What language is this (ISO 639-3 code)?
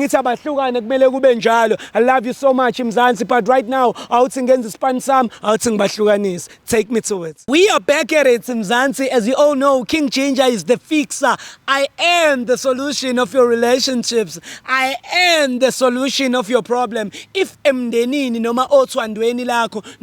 zul